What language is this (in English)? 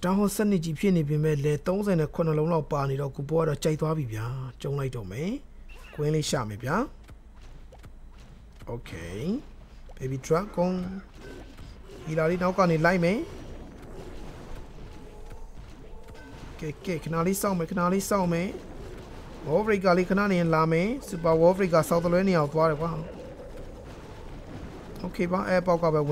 Burmese